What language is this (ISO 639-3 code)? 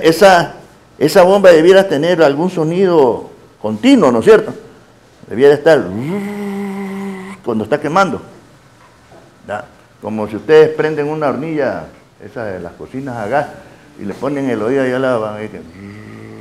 spa